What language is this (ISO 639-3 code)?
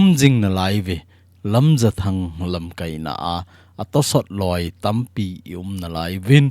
tcz